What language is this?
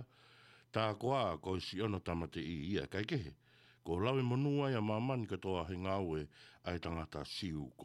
Tongan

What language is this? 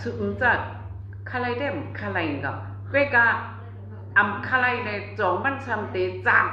Shan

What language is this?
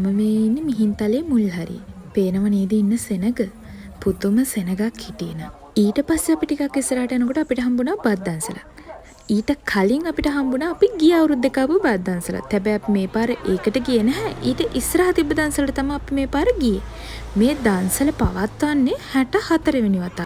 Sinhala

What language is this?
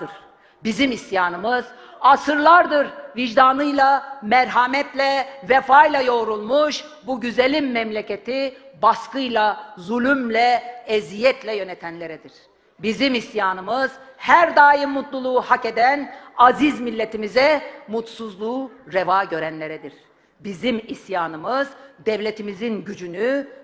Turkish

